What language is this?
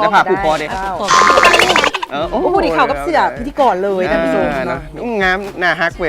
Lao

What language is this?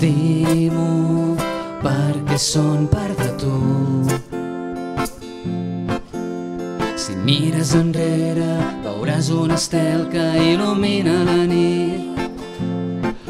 Catalan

